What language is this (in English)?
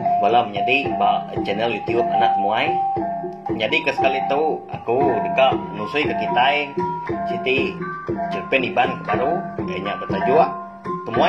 Iban